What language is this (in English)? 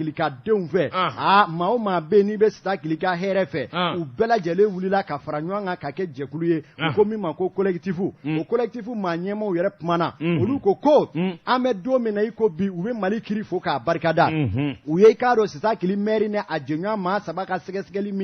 Bambara